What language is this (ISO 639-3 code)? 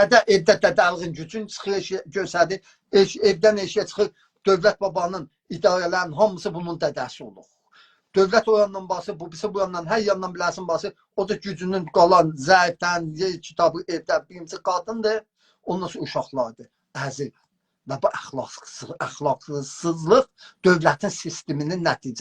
azb